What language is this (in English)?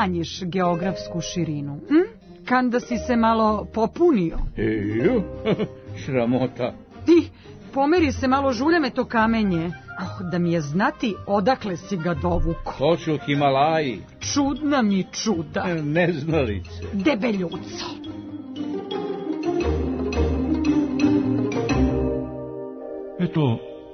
Serbian